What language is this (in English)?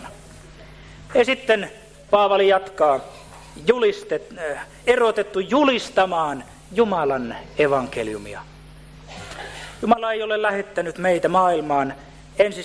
Finnish